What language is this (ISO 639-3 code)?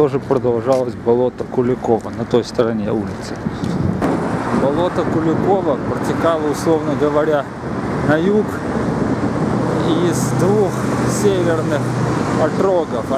rus